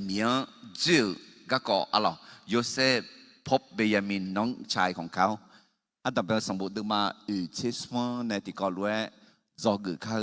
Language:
Akha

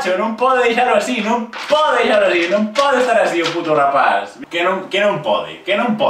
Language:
Galician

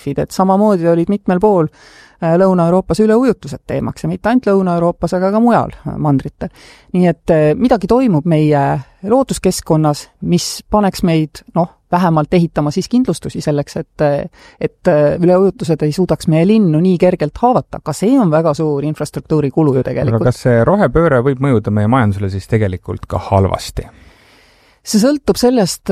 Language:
Estonian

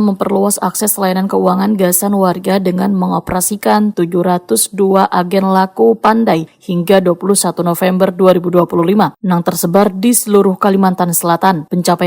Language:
Banjar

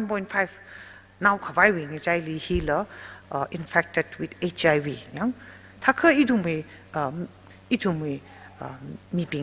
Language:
Tangkhul Naga (India)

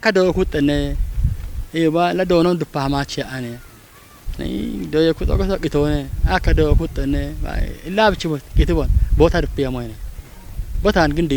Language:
Kafa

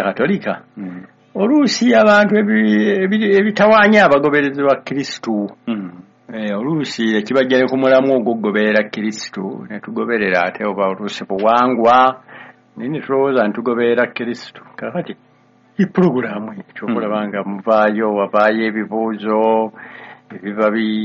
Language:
Ganda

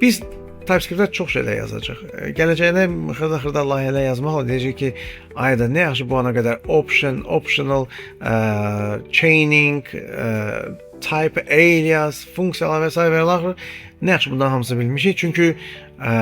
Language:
Azerbaijani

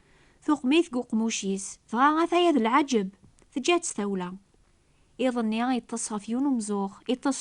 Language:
Kabyle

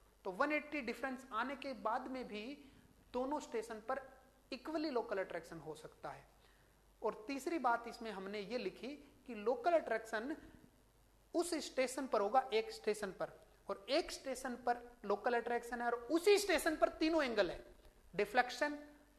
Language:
Hindi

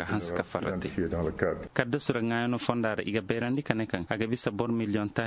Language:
Koyraboro Senni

